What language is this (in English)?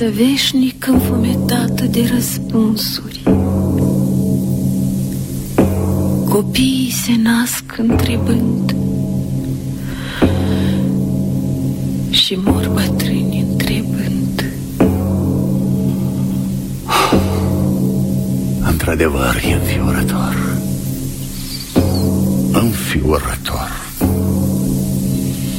Romanian